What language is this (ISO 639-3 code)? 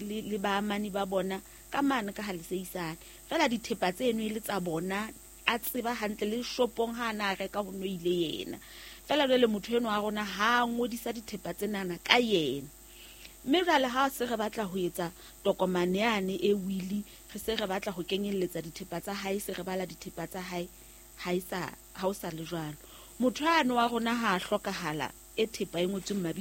sot